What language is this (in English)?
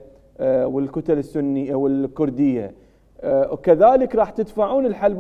Mesopotamian Arabic